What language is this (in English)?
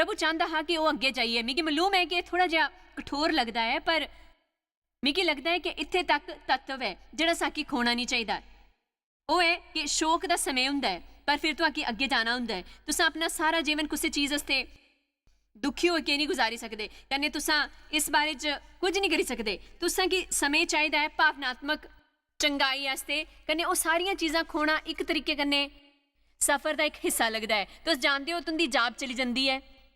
Dogri